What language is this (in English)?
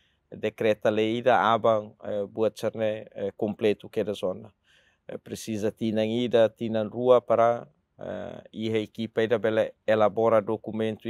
Tetum